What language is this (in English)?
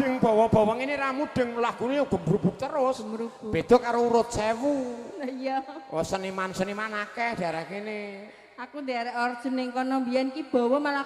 Javanese